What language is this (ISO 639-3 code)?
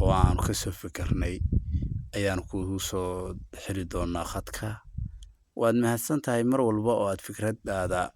som